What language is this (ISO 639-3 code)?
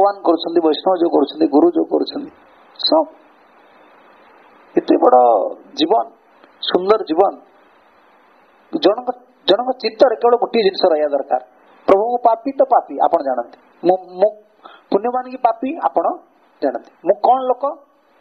ori